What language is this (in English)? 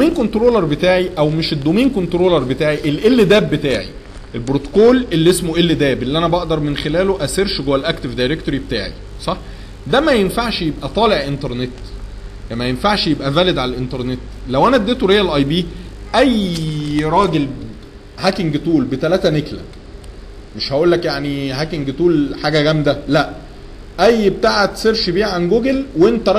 Egyptian Arabic